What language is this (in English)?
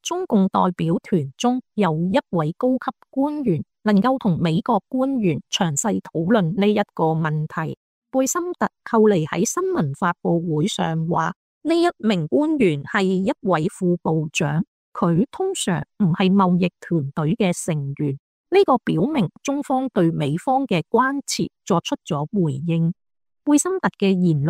Cantonese